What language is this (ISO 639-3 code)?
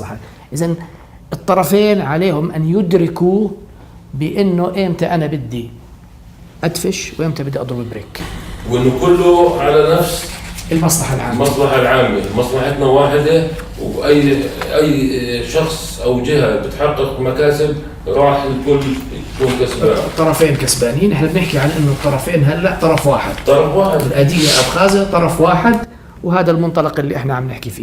apc